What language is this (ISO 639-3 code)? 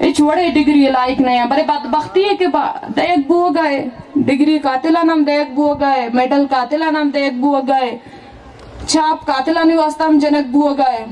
bal